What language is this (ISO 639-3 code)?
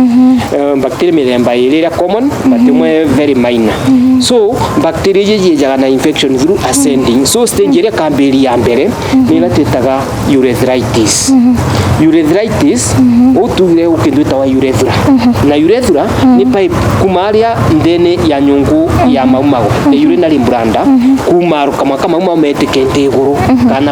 mer